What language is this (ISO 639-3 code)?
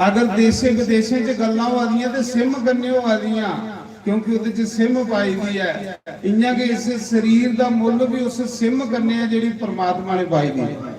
doi